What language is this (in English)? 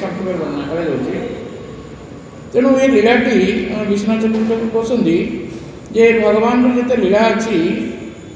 Odia